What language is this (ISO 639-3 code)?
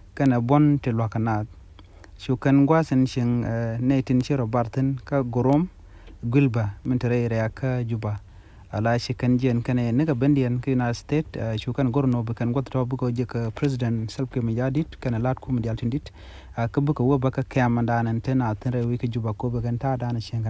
nus